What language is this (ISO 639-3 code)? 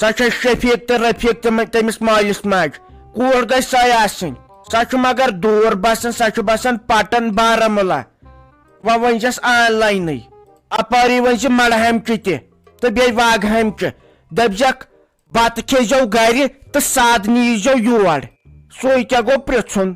kas